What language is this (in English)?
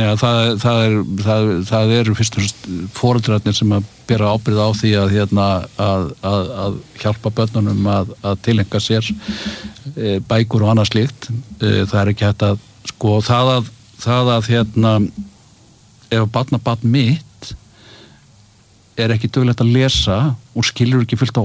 Icelandic